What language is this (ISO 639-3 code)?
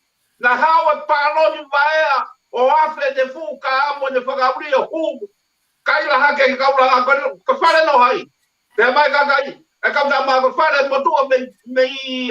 ton